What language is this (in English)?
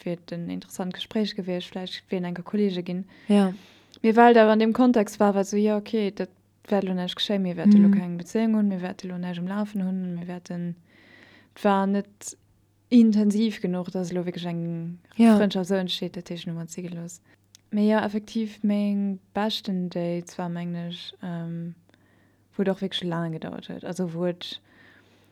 Luxembourgish